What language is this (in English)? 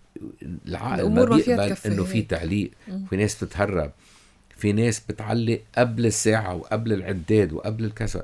North Levantine Arabic